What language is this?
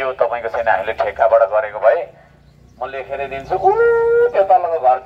Nepali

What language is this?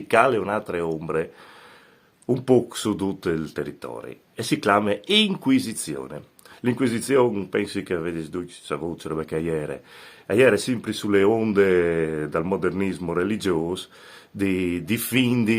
Friulian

